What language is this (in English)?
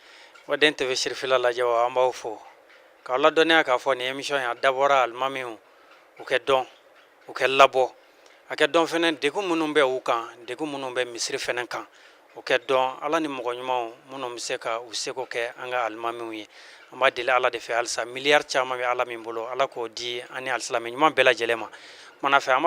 Bambara